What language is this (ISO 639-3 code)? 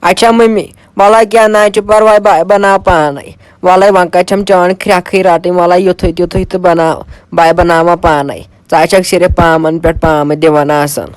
kas